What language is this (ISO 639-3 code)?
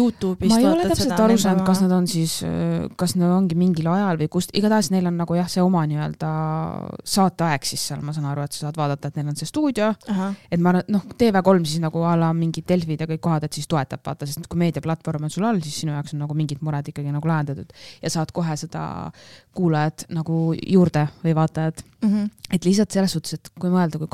est